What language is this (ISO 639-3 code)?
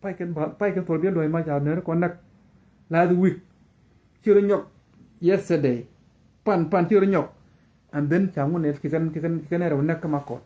nus